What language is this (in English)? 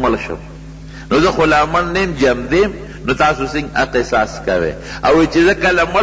Pashto